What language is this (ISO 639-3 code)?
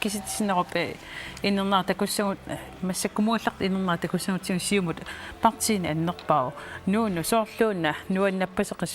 kal